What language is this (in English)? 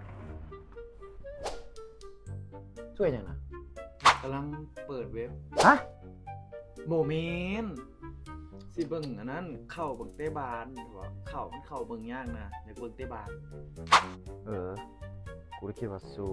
Lao